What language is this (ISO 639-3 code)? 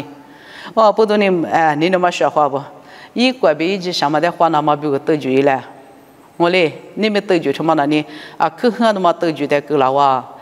lis